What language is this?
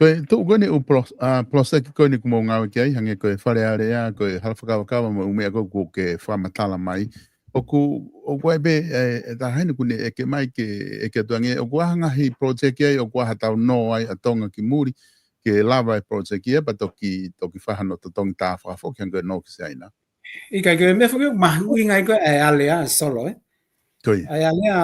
Tongan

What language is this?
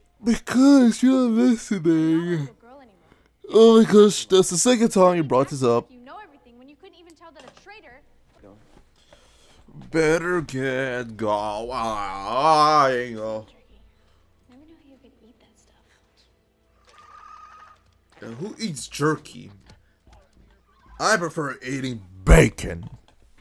English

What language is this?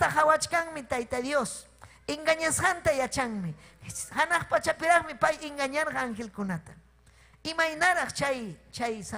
Ayacucho Quechua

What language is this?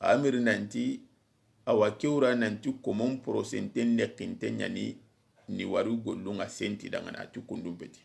Soninke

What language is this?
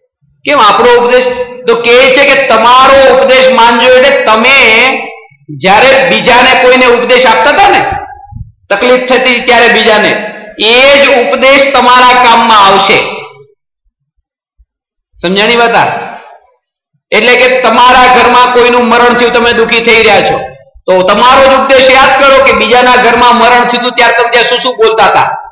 Gujarati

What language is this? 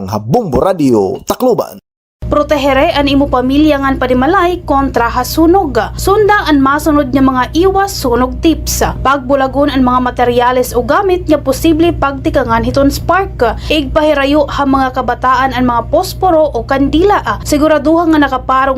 Waray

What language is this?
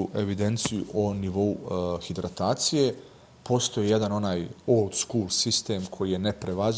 Bosnian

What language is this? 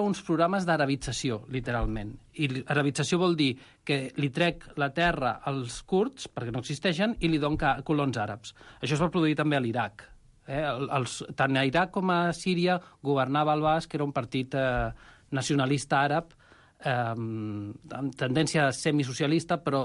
Catalan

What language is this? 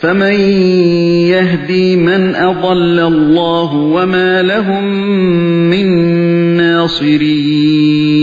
Uyghur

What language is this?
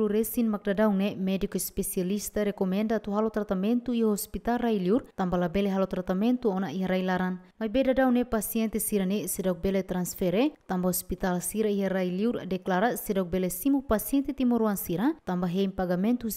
Tetum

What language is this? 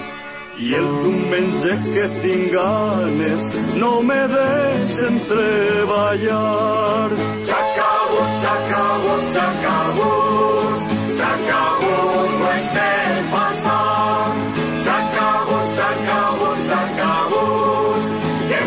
Catalan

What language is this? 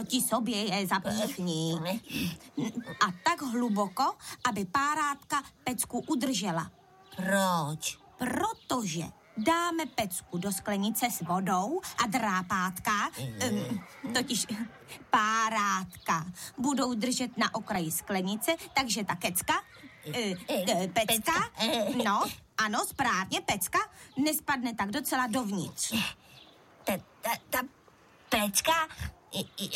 Czech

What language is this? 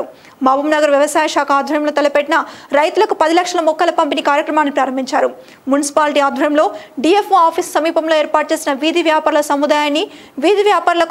Telugu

